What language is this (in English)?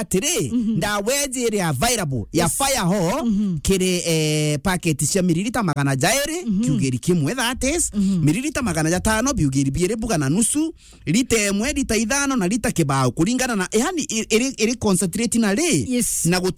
Meru